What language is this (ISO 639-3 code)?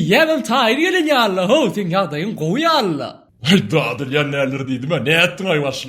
tuk